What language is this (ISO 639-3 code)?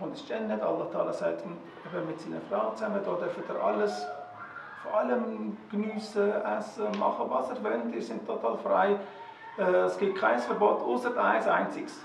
gsw